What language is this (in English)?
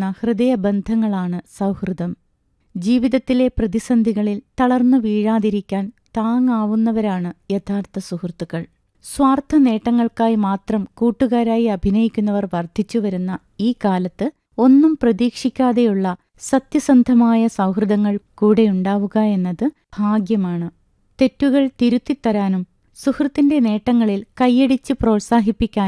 Malayalam